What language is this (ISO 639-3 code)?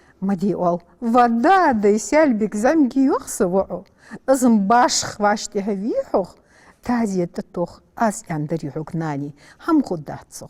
inh